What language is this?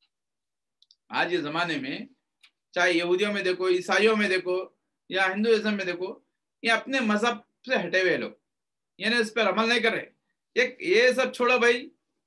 Urdu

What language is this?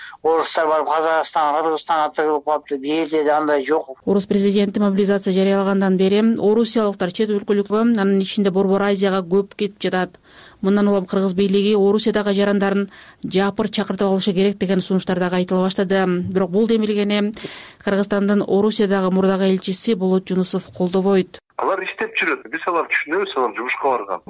Kyrgyz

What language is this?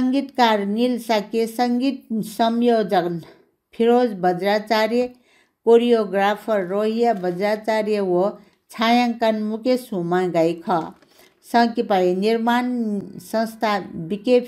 Newari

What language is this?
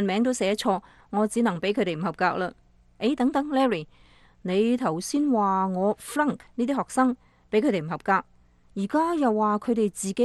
Cantonese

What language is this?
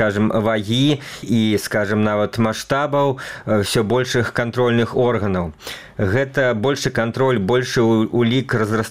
Belarusian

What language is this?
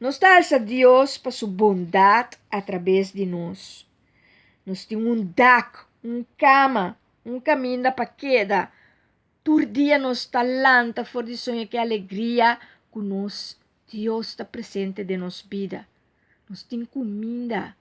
Papiamento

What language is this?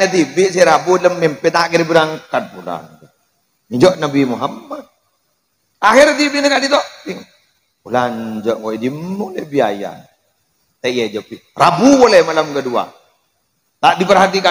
Madurese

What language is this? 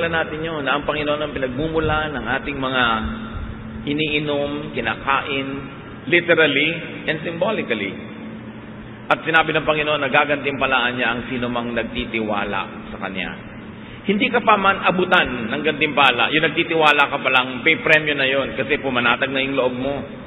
Filipino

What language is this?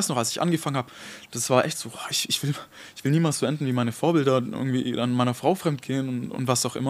Swiss German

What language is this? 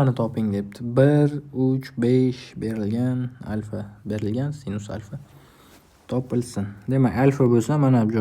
Uzbek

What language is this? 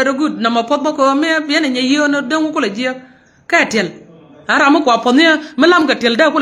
Nuer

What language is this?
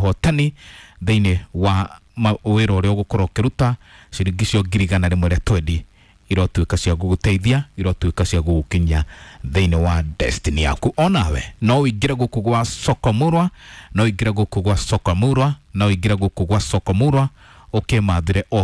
Kikuyu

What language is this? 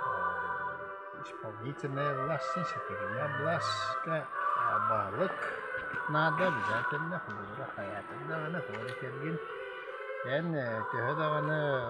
Yakut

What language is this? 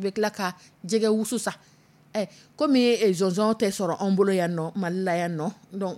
Dyula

